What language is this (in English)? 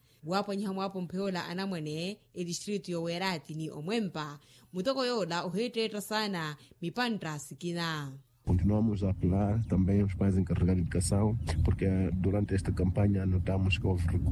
Makhuwa